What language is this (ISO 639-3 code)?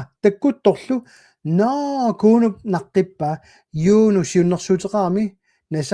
kal